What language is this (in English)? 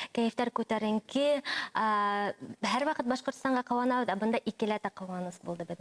Bashkir